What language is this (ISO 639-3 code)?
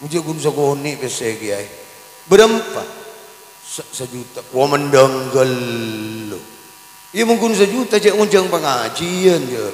mad